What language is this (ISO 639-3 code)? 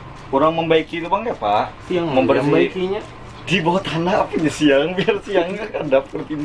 bjn